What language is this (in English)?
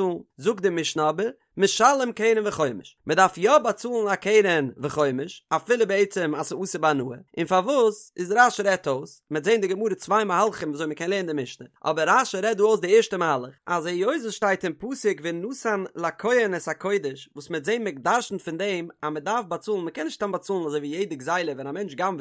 Yiddish